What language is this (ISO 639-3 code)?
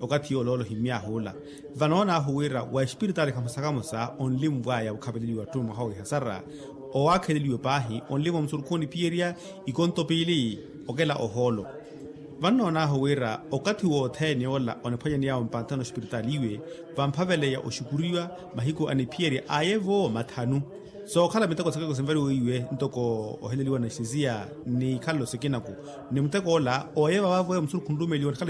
vmw